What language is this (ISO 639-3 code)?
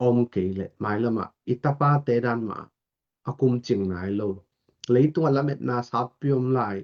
ctd